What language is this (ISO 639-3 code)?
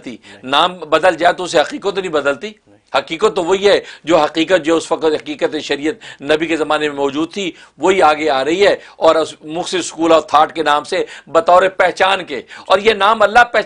urd